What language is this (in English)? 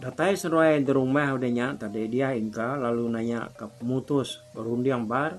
Iban